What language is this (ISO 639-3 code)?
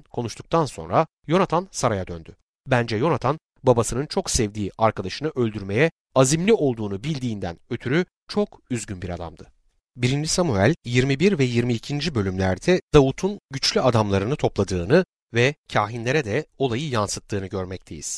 tur